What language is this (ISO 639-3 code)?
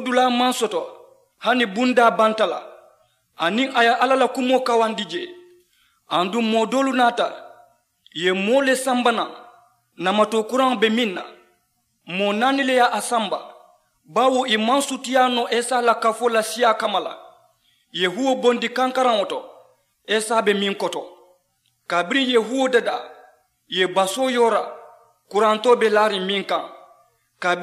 man